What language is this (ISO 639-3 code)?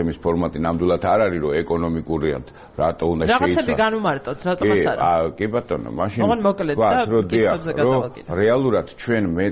kat